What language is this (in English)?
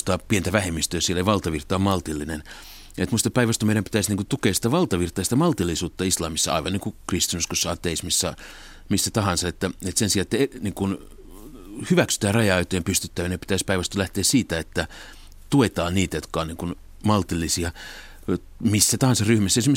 Finnish